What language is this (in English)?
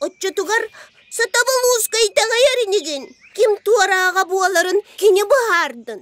Yakut